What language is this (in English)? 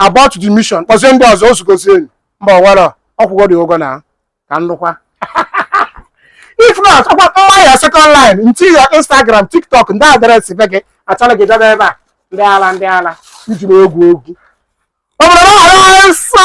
Igbo